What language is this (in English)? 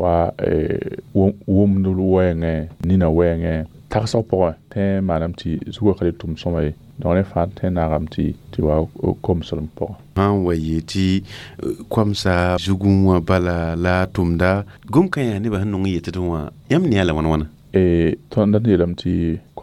Mossi